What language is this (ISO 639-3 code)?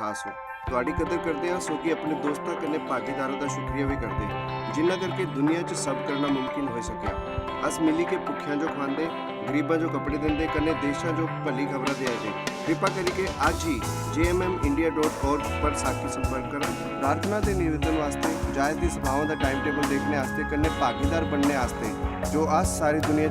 doi